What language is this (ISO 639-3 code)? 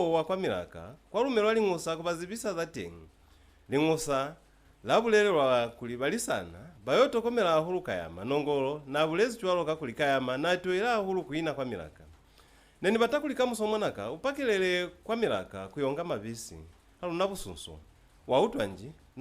loz